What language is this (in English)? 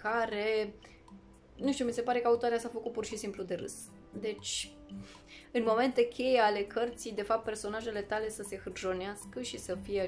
Romanian